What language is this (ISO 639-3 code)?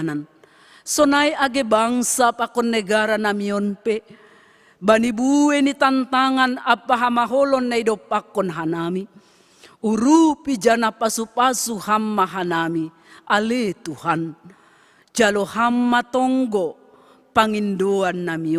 bts